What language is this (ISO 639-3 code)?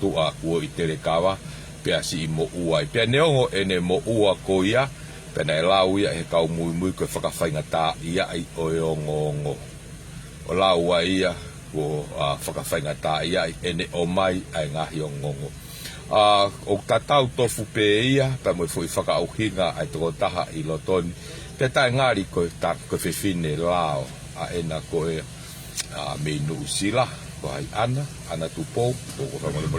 ton